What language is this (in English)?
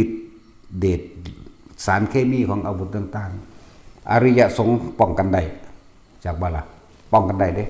Lao